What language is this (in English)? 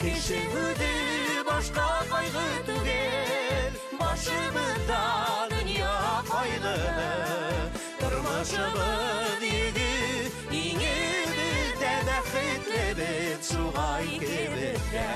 Bashkir